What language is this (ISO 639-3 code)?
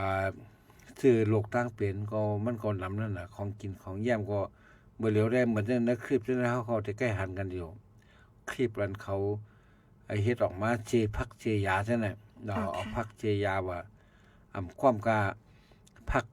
shn